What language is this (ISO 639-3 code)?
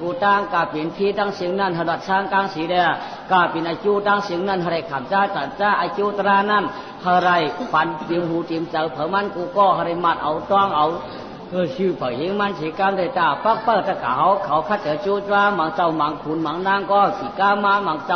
shn